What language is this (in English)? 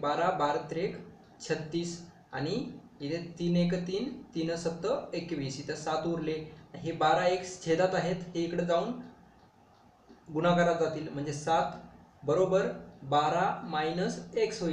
Marathi